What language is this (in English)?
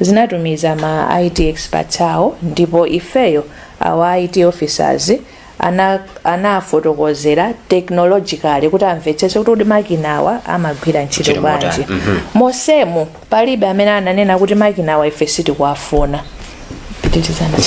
Nyanja